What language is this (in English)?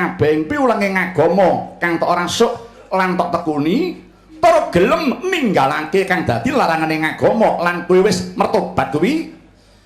Javanese